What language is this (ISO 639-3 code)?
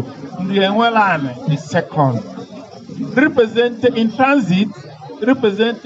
ibo